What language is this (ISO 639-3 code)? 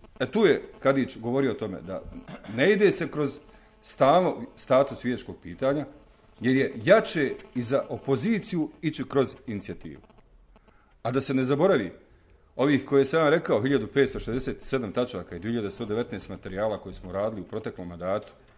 bos